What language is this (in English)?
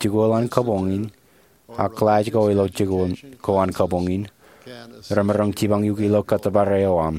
Marshallese